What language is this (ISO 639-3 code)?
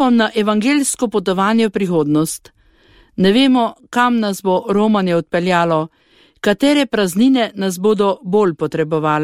slv